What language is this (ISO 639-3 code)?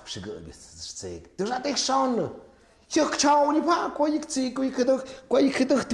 mxp